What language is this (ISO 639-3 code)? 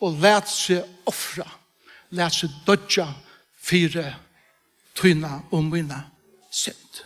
fao